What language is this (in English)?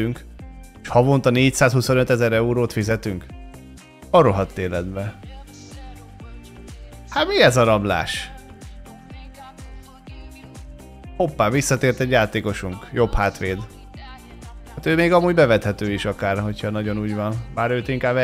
Hungarian